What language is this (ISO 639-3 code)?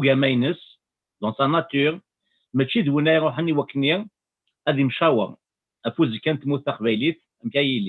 kab